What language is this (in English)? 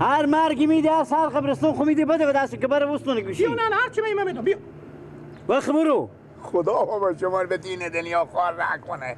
Persian